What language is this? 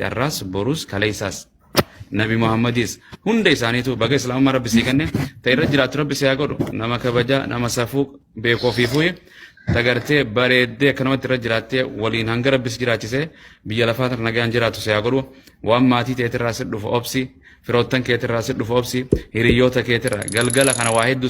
Oromo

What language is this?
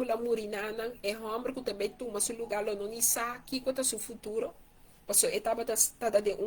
Papiamento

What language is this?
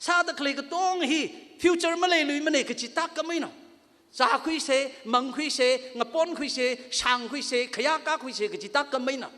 Tangkhul Naga (India)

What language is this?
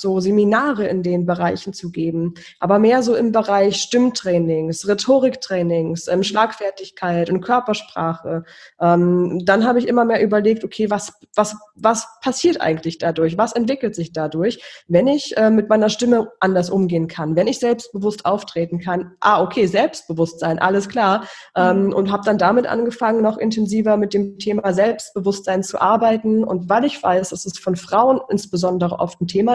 German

